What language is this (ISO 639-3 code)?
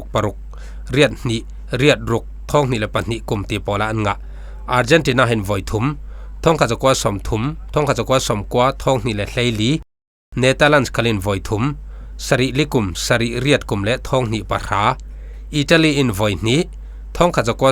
cfm